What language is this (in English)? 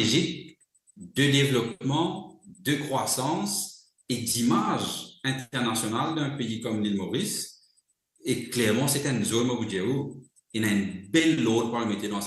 Morisyen